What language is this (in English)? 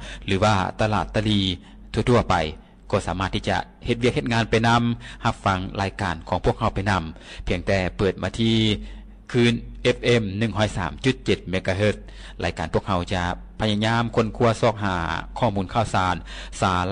Lao